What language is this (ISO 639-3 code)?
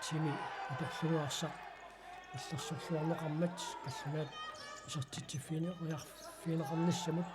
kal